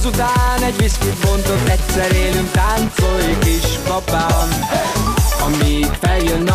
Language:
Hungarian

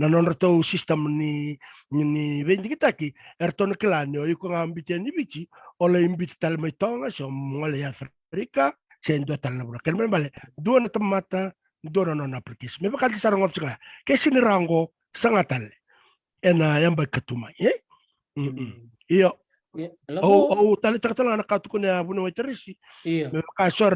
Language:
Fijian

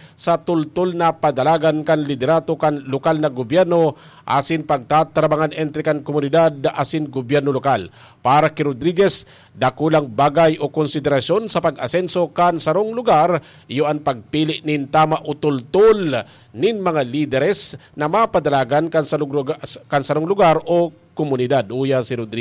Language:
Bikol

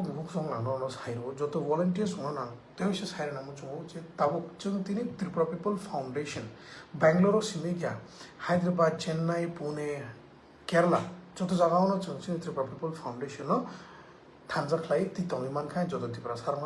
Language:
Kok Borok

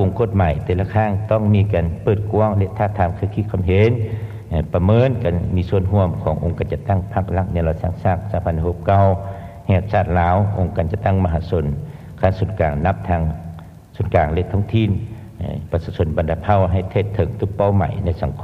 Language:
Lao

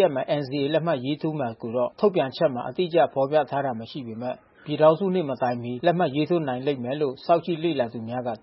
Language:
Burmese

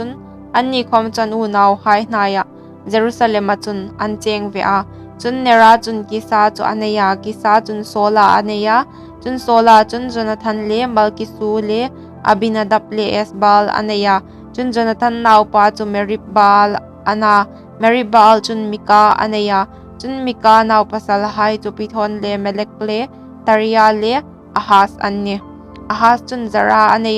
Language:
Hmar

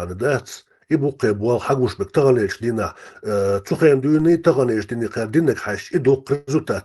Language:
Chechen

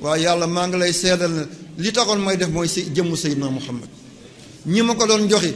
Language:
Wolof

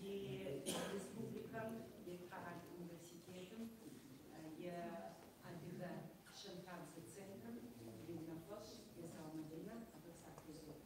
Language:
Kabardian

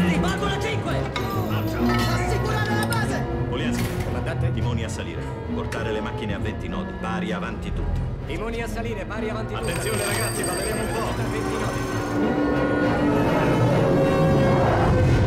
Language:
Italian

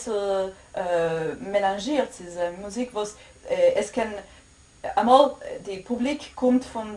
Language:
Yiddish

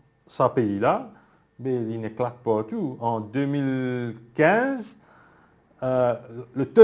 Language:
Morisyen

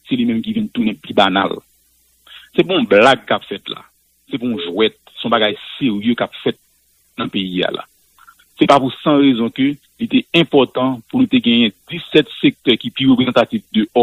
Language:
Haitian Creole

